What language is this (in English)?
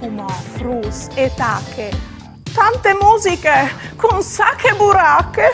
Friulian